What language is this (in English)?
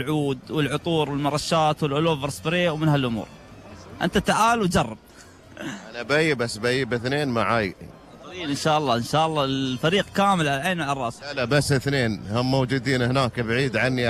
Gulf Arabic